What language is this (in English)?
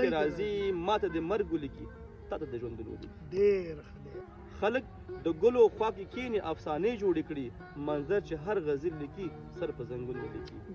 Pashto